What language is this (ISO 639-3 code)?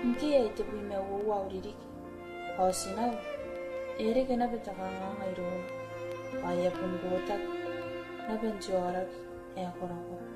gil